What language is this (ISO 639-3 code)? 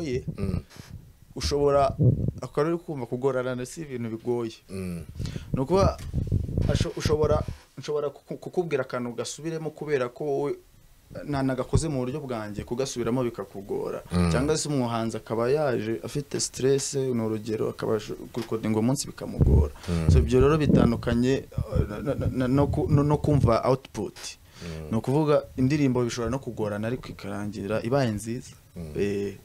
kin